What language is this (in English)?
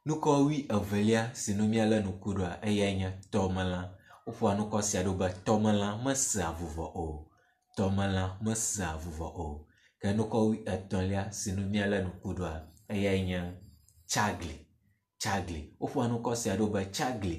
Ewe